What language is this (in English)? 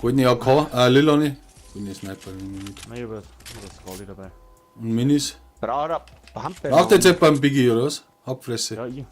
Bavarian